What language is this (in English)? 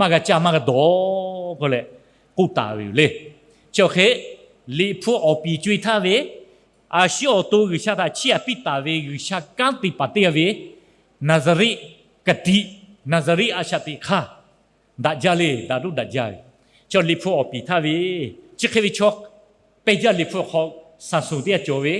Lahu